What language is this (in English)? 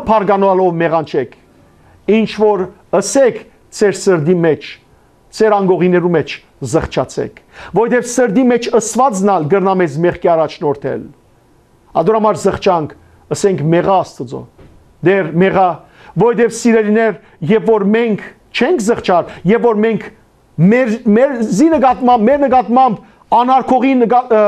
Western Armenian